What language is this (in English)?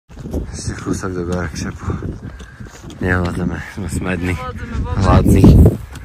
Slovak